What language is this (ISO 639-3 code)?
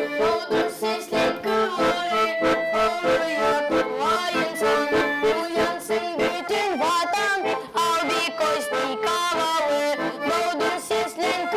gag